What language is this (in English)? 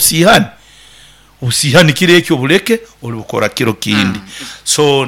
Nyoro